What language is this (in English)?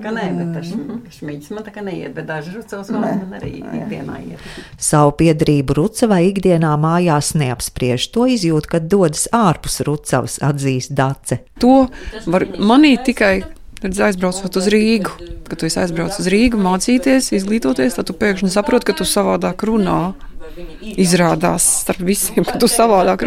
Latvian